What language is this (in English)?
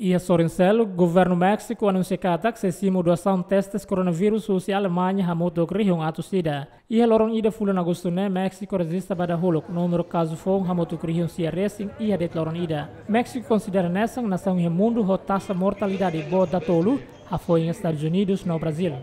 Tetum